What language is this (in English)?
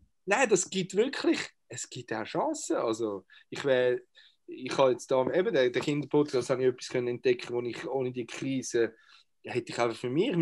Swiss German